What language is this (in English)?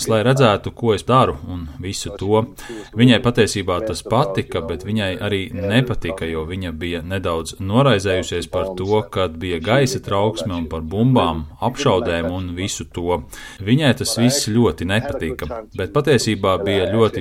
Latvian